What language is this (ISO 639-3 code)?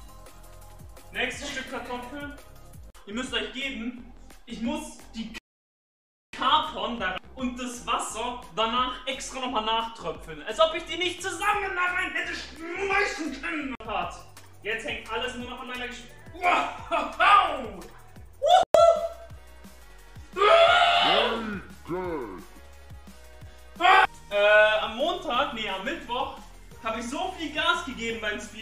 deu